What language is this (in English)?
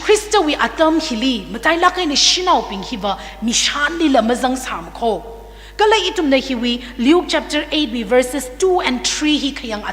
Tangkhul Naga (India)